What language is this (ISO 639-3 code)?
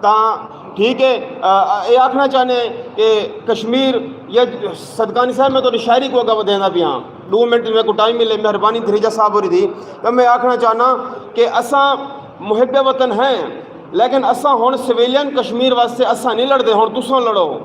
skr